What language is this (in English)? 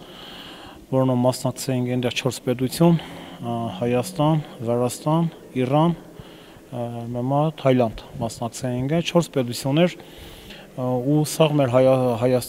Armenian